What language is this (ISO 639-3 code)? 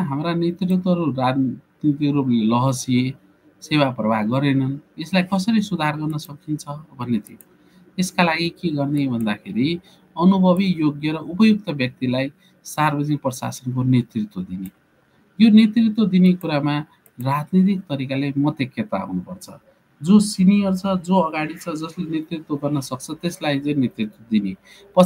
nep